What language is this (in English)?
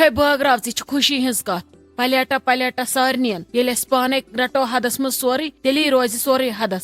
Kashmiri